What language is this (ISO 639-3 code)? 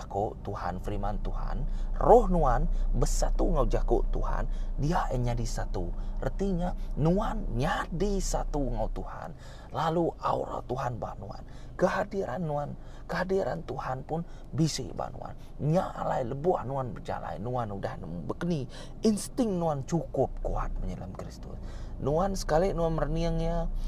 iba